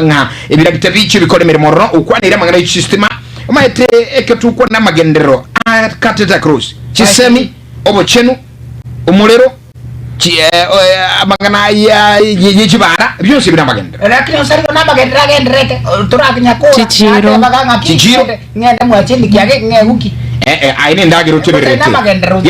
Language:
Gusii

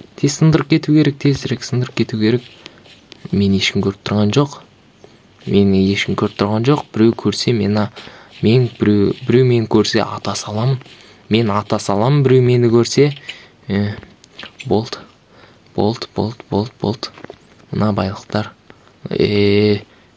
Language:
Kazakh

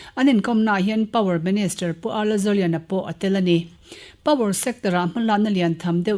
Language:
Mizo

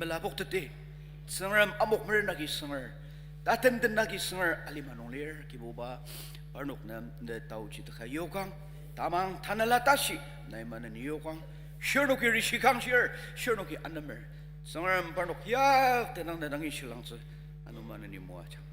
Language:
Ao Naga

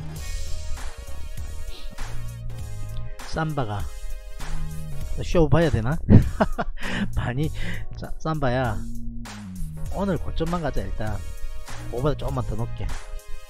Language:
Korean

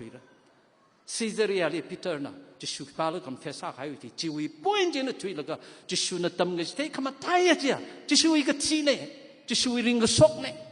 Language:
Tangkhul Naga (India)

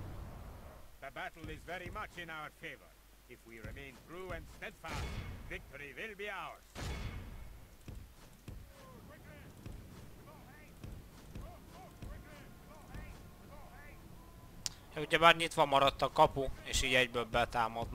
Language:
Hungarian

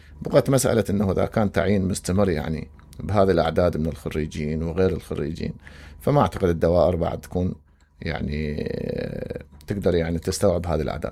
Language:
Mesopotamian Arabic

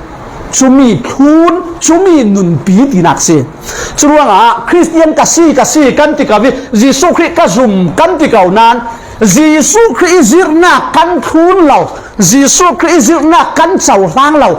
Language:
Falam Chin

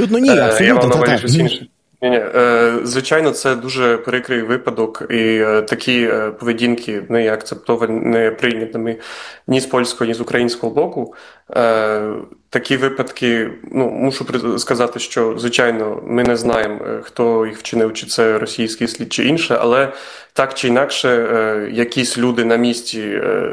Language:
Ukrainian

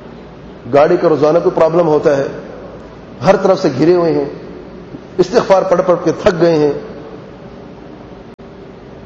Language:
Urdu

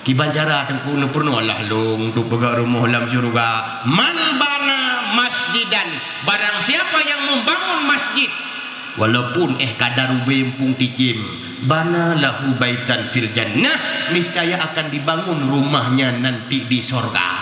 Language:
Achinese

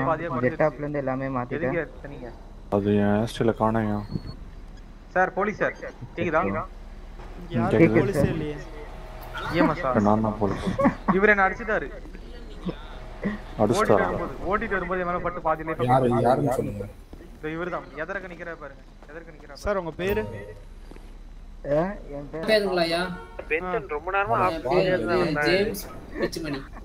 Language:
Tamil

